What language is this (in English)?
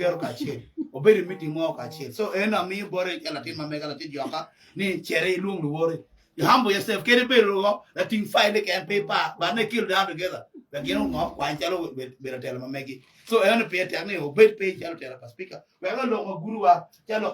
Acoli